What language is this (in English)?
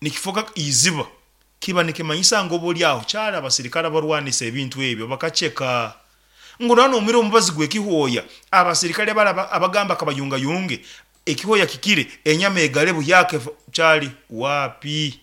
Nyankole